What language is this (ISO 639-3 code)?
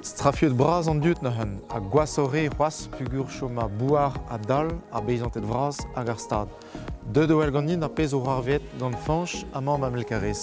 bre